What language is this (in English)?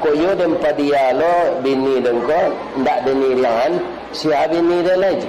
Minangkabau